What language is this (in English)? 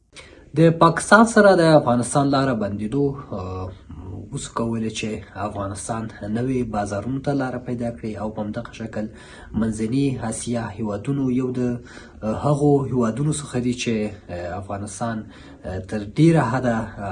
Pashto